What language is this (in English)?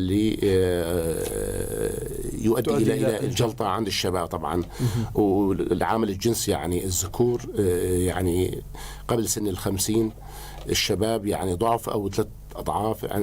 North Levantine Arabic